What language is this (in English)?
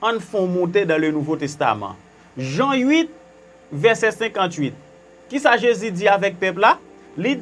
Haitian Creole